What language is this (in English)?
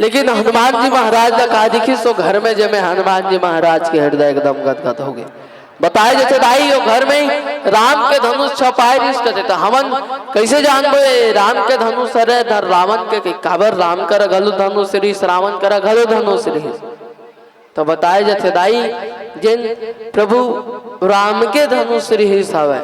Chhattisgarhi